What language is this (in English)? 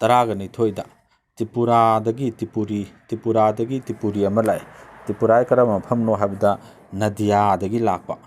Manipuri